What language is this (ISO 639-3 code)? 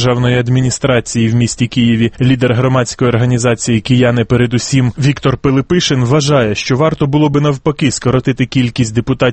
ukr